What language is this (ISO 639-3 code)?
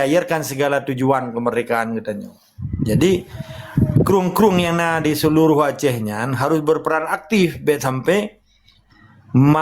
ace